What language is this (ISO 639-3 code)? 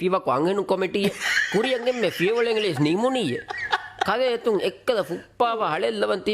div